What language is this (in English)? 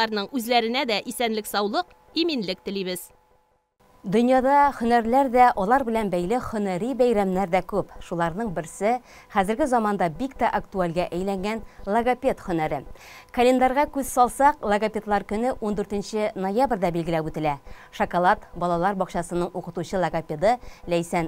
Tatar